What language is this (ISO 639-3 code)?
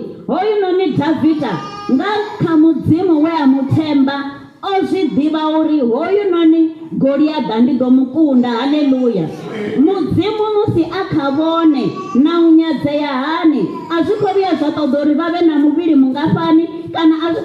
ven